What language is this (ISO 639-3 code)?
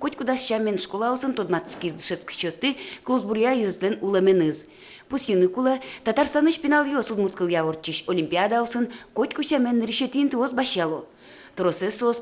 udm